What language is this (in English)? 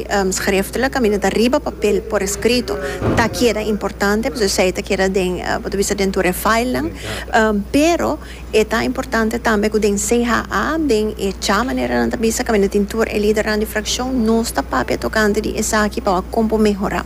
Papiamento